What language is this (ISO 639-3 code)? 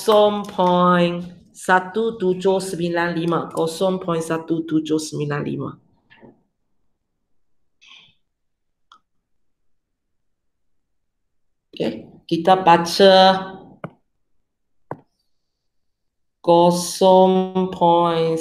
msa